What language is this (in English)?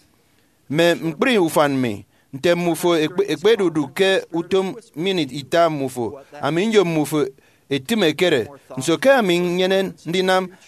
Efik